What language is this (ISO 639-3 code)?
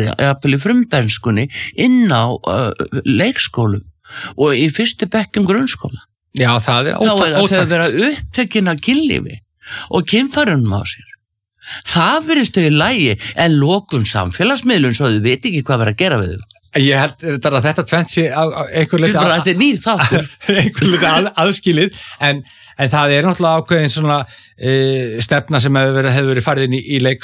isl